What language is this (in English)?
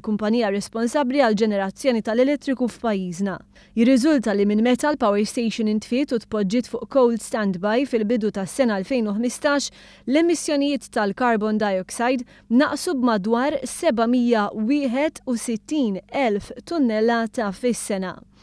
Maltese